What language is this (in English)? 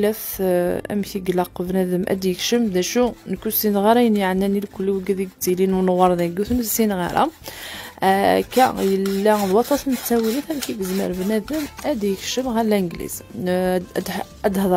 Kabyle